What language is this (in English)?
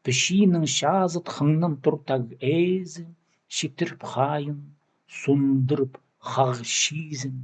Khakas